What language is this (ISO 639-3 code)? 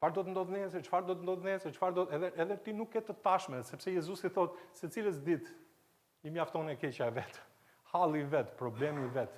sqi